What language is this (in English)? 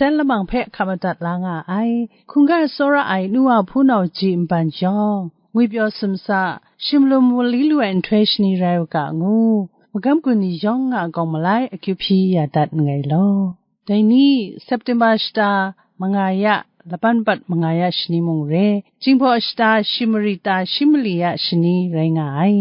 Kachin